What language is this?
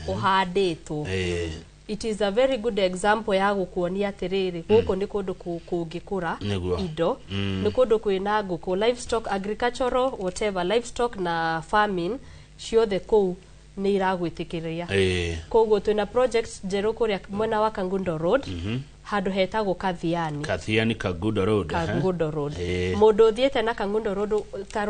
Kikuyu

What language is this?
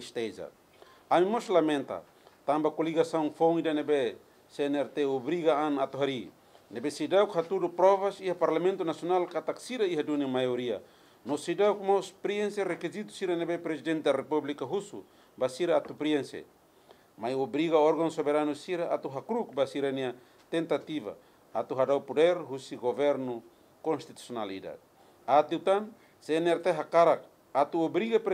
Tetum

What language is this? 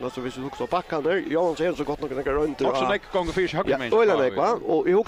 Faroese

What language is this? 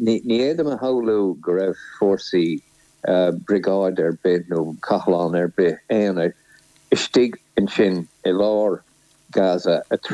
Irish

